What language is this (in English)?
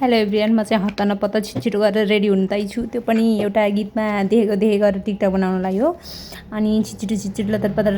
Nepali